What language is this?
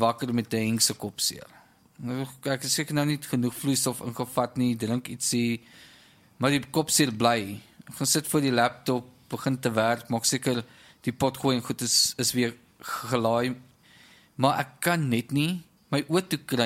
Afrikaans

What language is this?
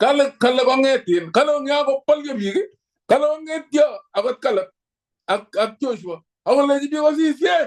Kalenjin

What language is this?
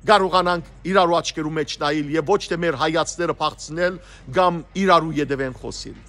Western Armenian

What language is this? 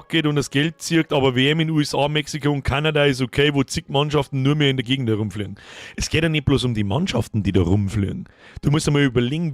Bavarian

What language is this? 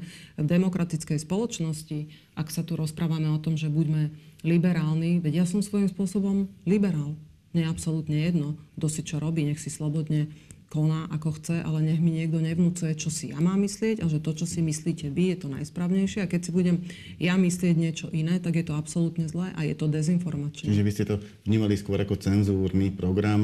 Slovak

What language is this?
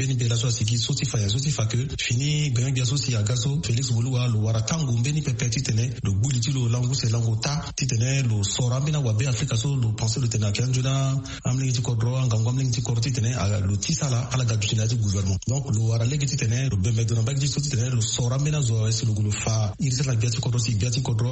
Sango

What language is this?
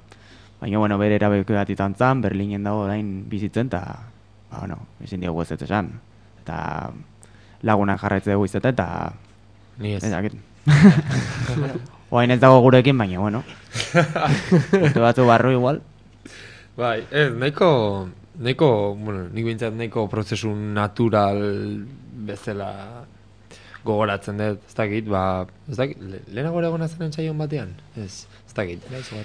Basque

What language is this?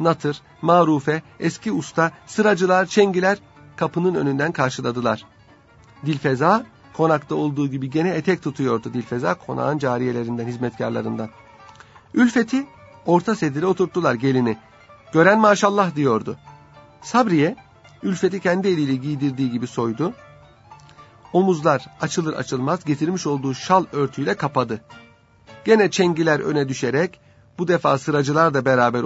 Turkish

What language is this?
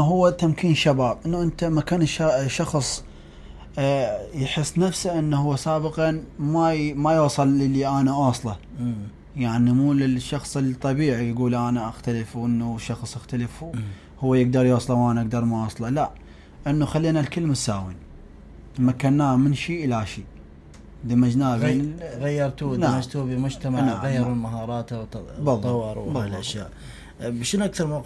Mesopotamian Arabic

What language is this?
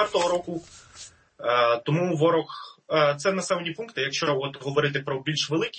Ukrainian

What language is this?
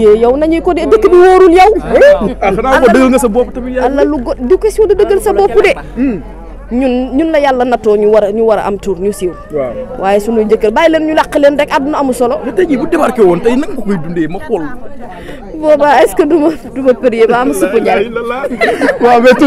Wolof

